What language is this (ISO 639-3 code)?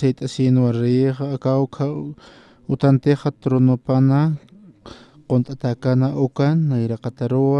aym